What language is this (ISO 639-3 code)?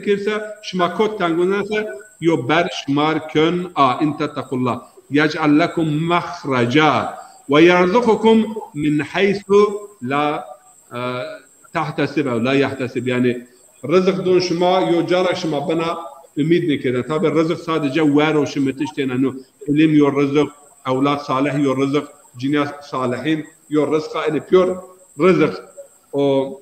zza